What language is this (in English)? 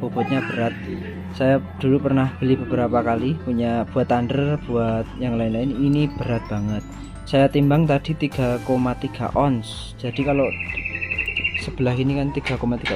Indonesian